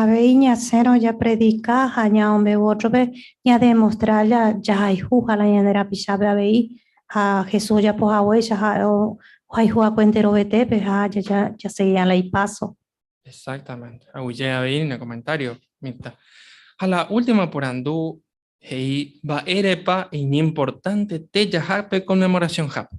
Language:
Guarani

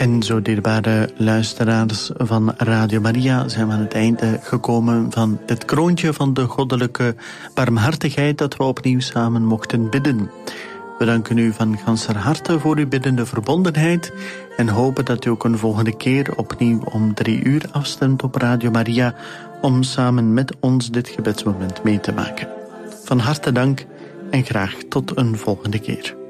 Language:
Dutch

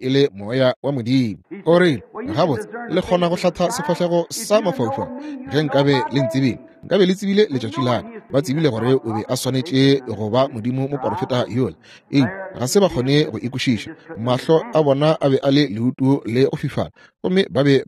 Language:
Northern Sotho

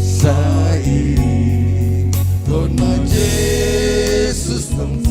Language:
Batak Simalungun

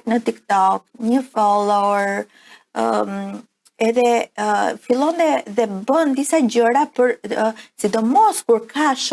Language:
Albanian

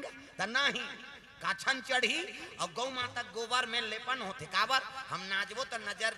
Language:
Chhattisgarhi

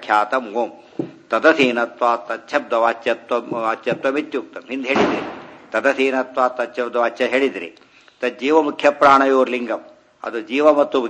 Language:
Kannada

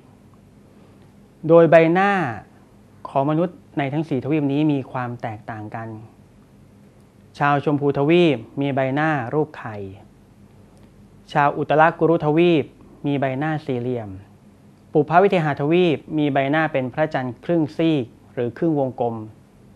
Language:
Thai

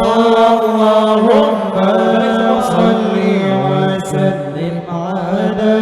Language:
Banjar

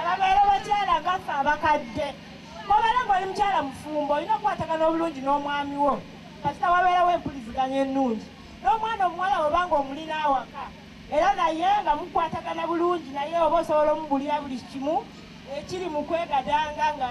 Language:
Ganda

